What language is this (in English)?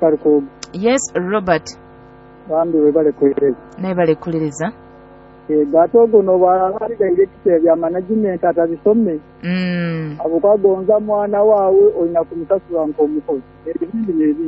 Nyoro